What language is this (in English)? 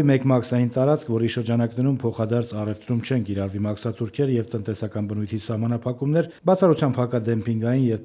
Armenian